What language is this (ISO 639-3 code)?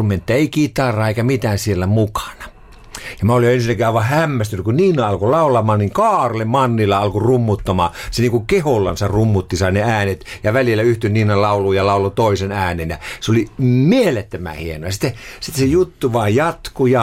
fin